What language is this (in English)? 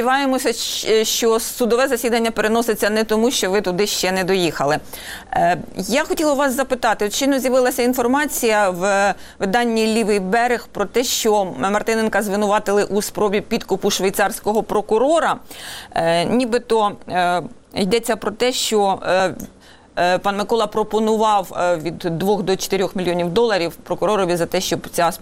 Ukrainian